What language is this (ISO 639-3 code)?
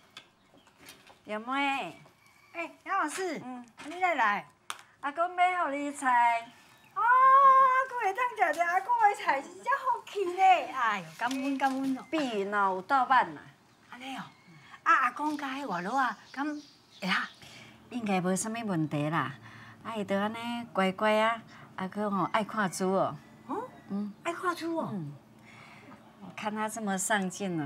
nan